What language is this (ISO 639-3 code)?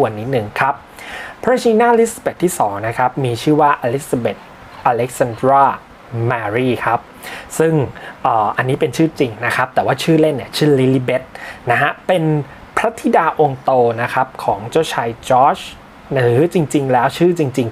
tha